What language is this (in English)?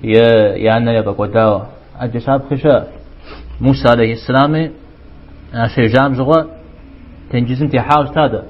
Kabardian